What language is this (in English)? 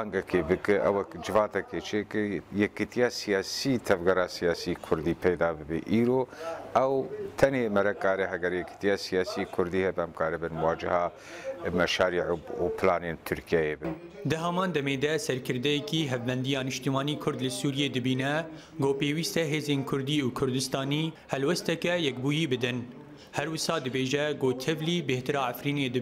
Kurdish